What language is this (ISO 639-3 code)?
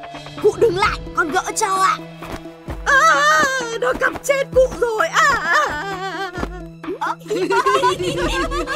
vie